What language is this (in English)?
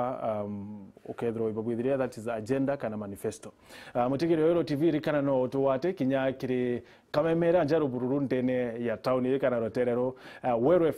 Meru